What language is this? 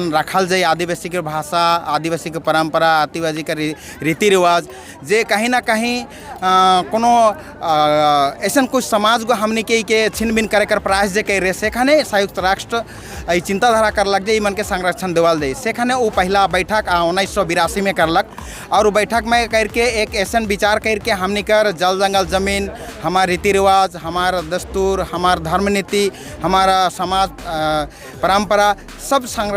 Sadri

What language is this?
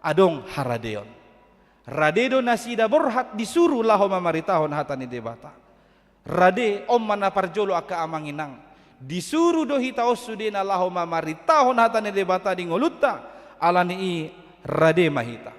Batak Toba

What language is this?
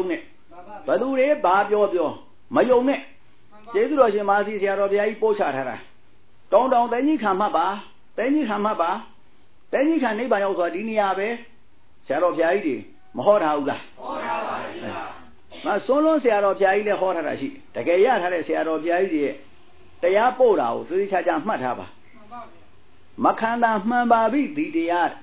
Burmese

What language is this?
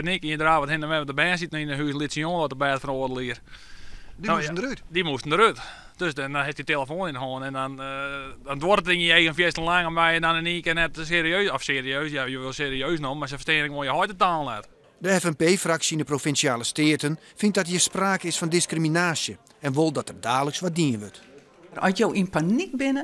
Western Frisian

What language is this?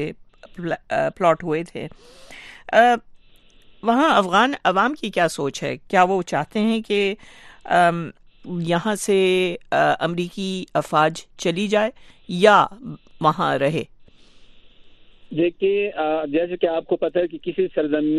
Urdu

